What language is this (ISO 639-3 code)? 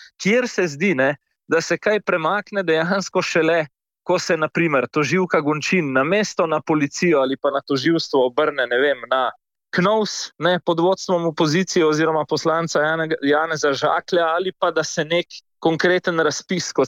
slv